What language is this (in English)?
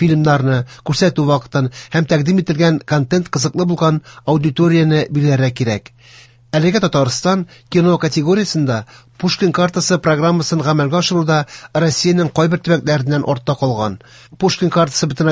Tatar